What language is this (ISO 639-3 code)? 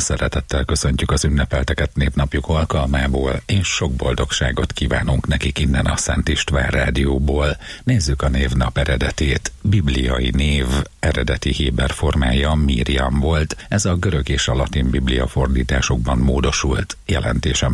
hun